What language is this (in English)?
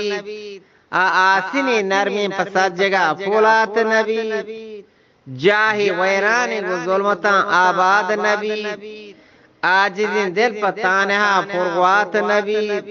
Eastern Balochi